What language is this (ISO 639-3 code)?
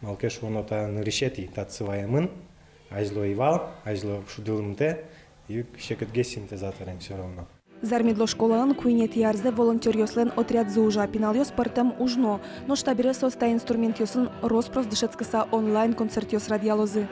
udm